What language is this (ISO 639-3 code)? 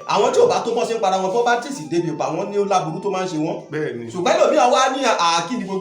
yor